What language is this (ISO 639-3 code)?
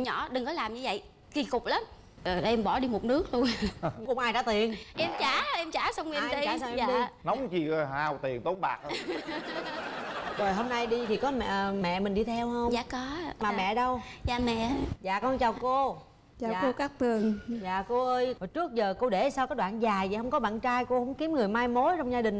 vie